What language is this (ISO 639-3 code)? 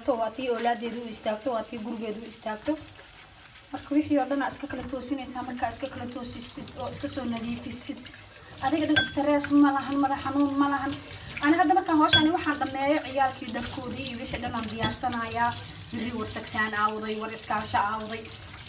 som